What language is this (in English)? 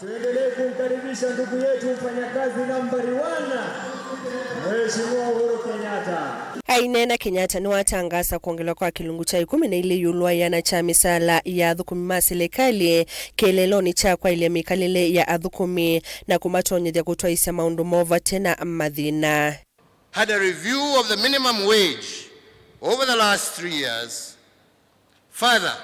Kamba